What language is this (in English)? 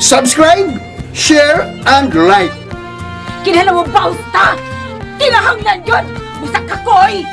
Cebuano